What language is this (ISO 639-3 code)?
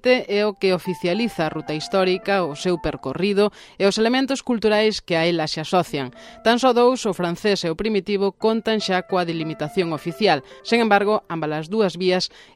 glg